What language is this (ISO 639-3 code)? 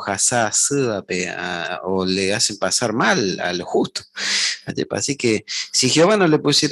grn